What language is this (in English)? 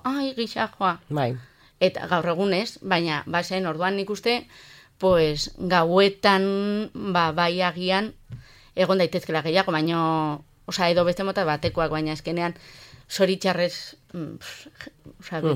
Basque